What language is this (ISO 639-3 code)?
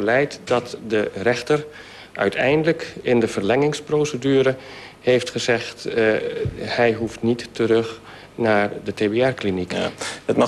nld